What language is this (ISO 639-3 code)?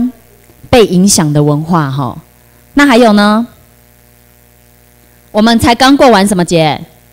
zho